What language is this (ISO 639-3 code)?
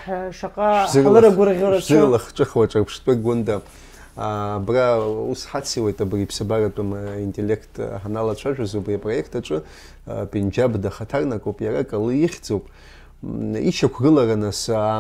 abk